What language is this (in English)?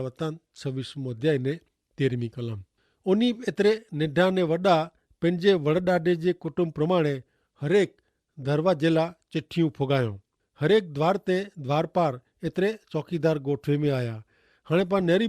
Kachhi